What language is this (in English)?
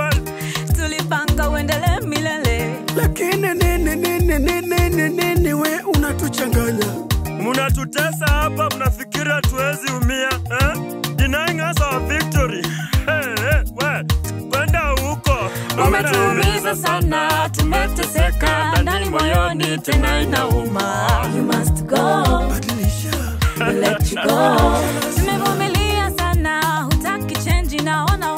Swahili